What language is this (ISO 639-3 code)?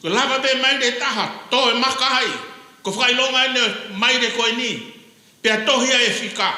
ton